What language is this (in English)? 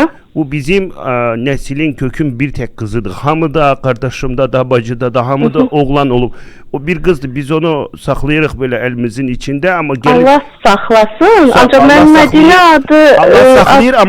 Azerbaijani